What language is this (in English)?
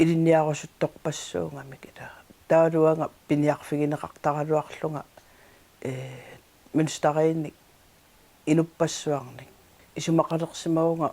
Kalaallisut